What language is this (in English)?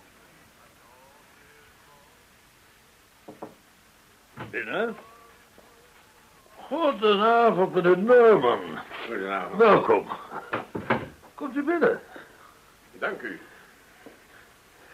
Dutch